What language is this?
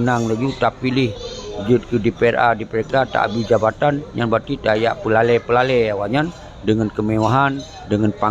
Achinese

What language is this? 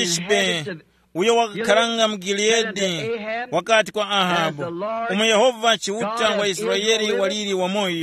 Tumbuka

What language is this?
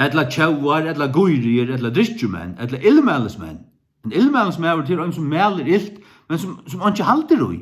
Faroese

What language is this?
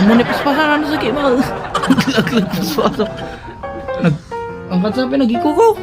Iloko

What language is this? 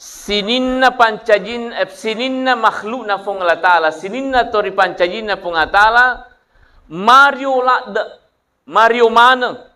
Buginese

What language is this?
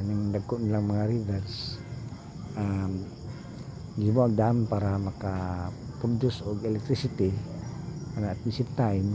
Cebuano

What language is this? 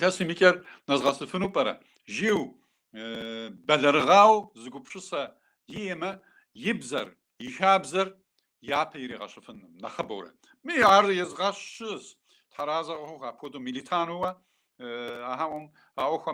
Kabardian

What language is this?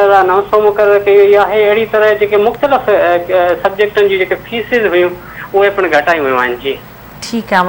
Sindhi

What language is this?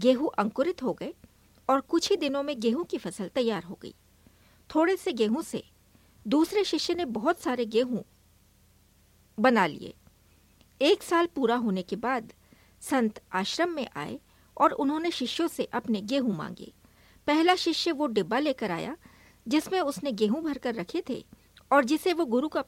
Hindi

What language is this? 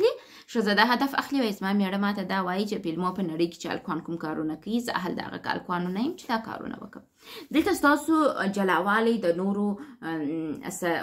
Pashto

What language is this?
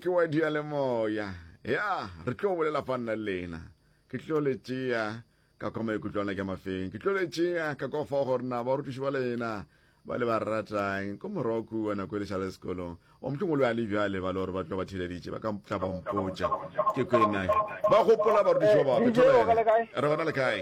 Northern Sotho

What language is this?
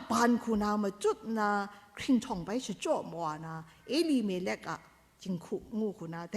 Kachin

